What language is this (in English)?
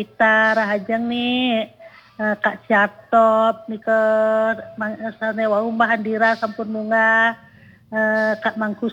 Balinese